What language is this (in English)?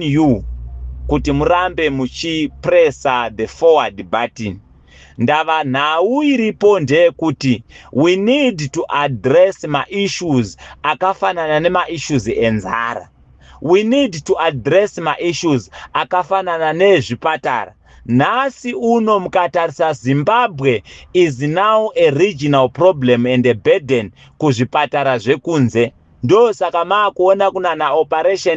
Shona